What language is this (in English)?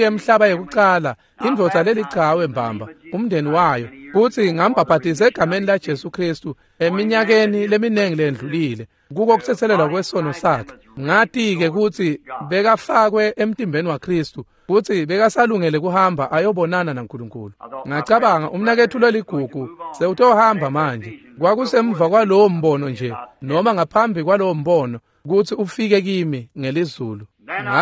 Swati